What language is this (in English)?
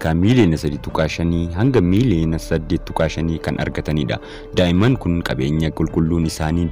Oromo